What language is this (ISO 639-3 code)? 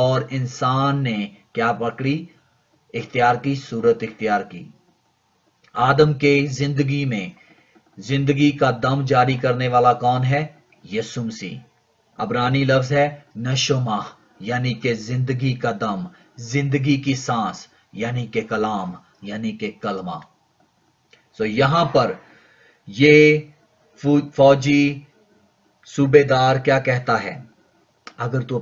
urd